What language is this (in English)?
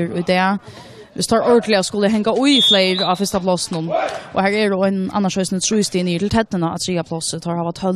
Faroese